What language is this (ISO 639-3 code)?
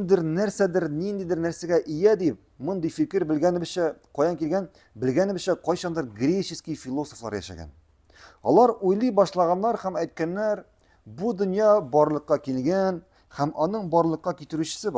tat